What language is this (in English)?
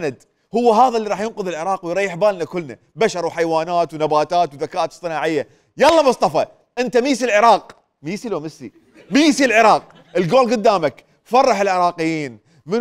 Mesopotamian Arabic